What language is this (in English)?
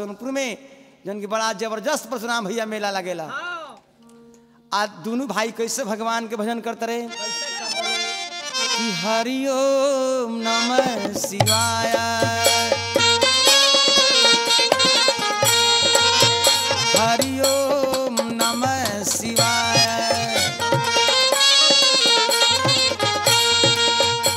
Bhojpuri